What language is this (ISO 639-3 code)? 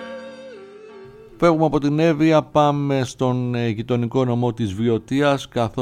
ell